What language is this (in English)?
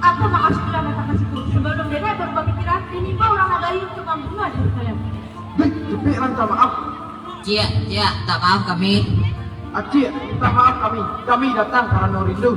Minangkabau